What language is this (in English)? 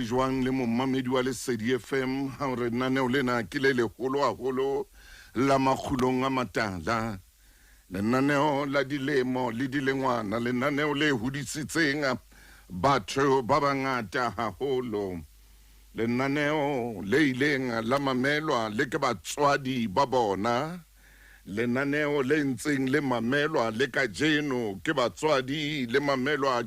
Southern Sotho